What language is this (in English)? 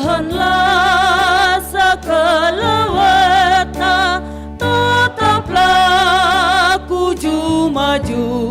Batak Karo